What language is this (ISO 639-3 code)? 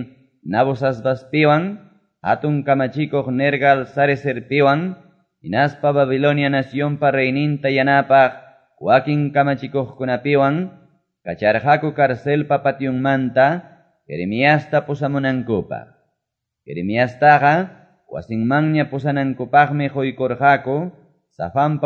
que